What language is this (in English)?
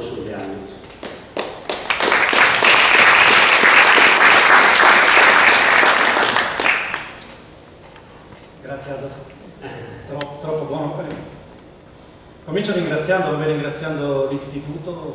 Italian